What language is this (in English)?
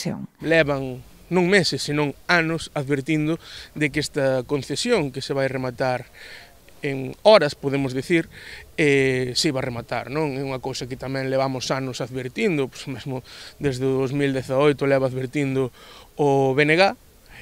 Galician